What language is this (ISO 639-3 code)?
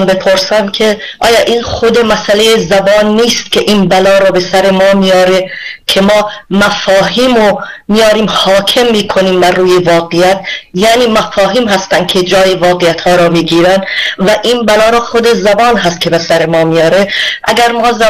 fas